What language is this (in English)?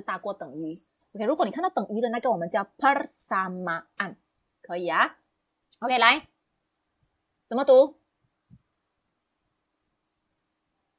Chinese